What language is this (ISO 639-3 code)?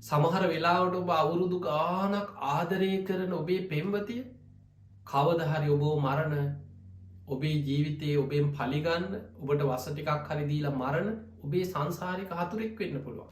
sin